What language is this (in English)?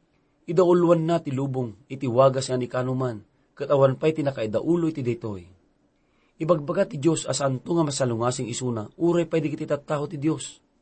Iloko